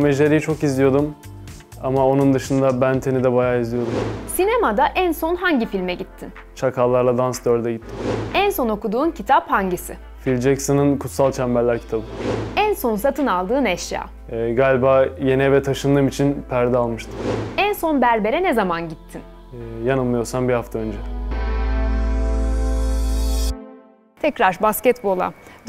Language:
Turkish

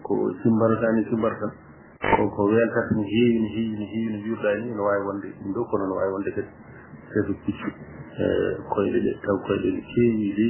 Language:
Fula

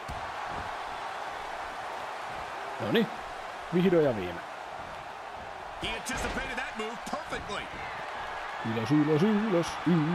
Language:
Finnish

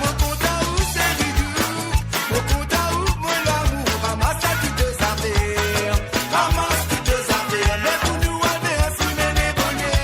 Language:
Morisyen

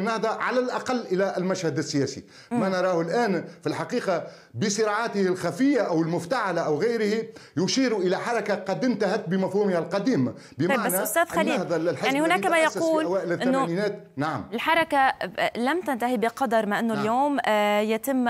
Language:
Arabic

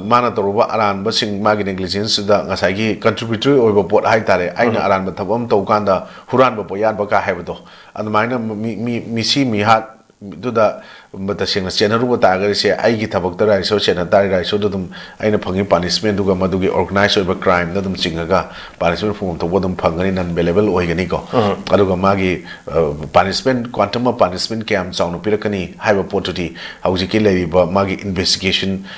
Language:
Manipuri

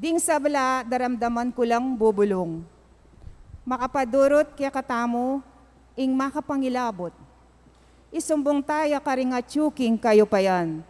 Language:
Pampanga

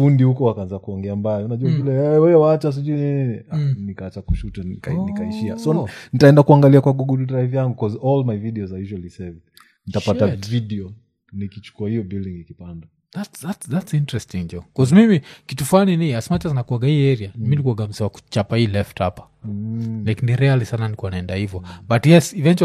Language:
Swahili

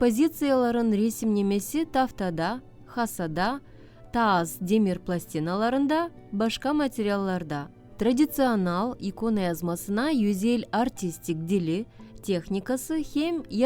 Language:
Gagauz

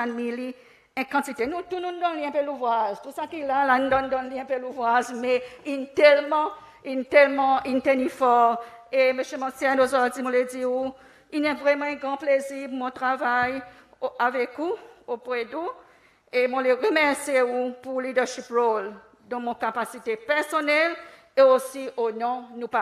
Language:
Seselwa Creole French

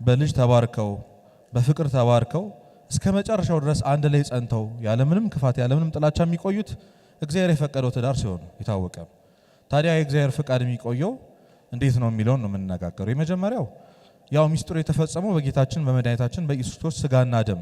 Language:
Amharic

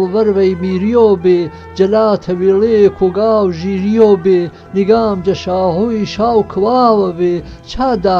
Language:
Gurani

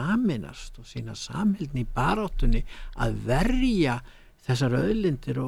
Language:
Icelandic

